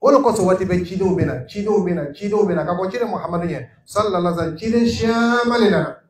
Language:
Dyula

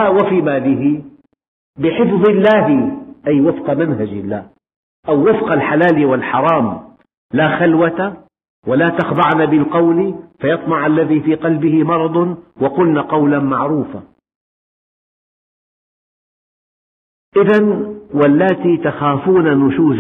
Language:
Arabic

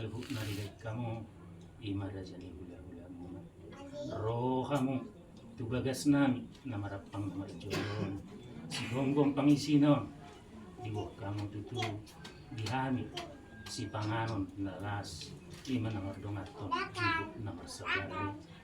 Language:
Batak Toba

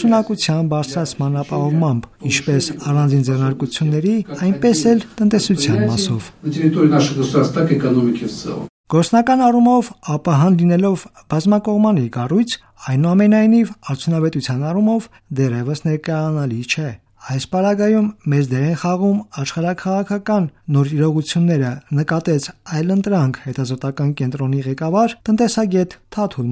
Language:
Armenian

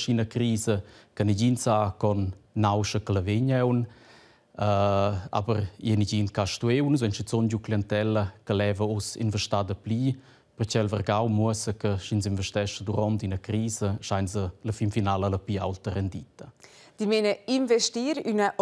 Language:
Romansh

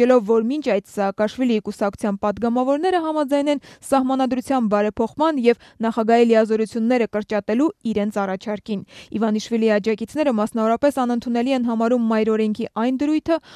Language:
Armenian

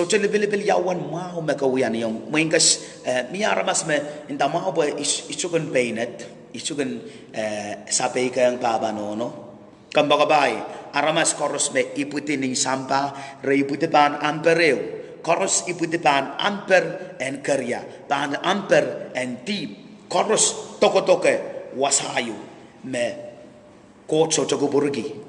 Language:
Pohnpeian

